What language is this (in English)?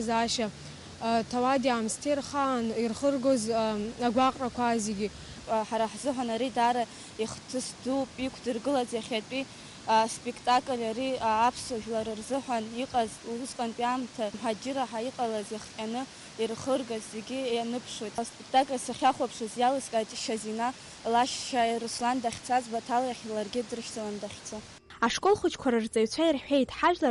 Abkhazian